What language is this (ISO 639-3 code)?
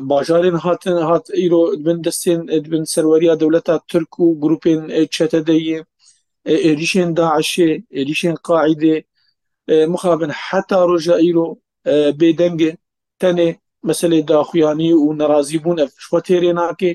kur